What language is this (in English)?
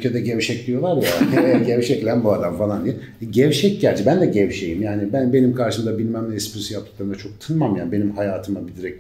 Turkish